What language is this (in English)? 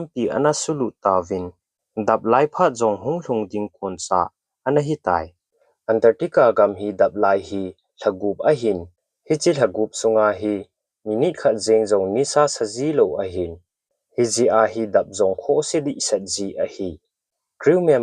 Thado Chin